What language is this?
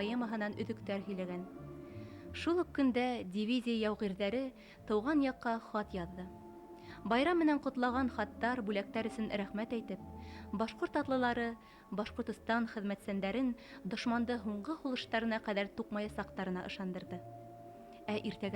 Bashkir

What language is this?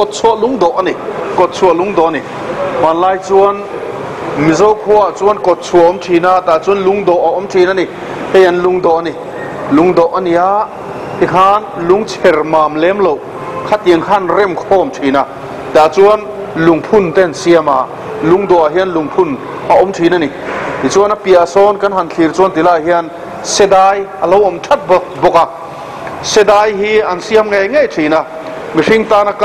Mizo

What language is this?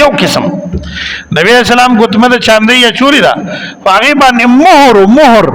Pashto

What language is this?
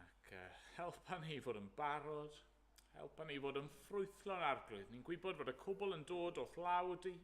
Welsh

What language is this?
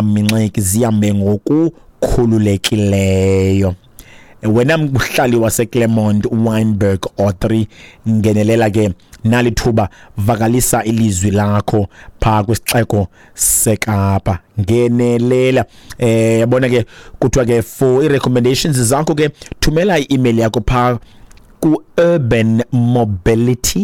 Xhosa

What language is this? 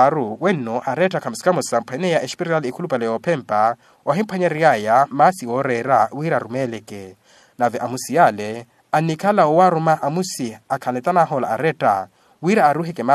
Makhuwa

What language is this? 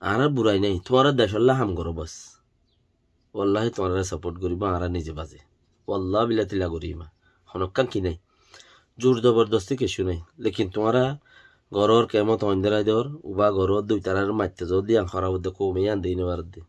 Rohingya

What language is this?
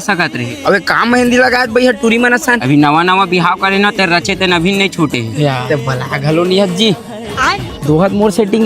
Chhattisgarhi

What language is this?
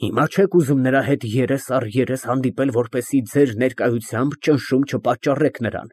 Armenian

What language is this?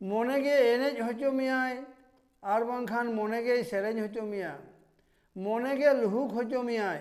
Santali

